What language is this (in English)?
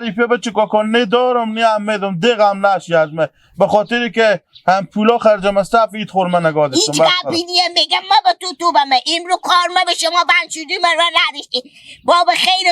Hazaragi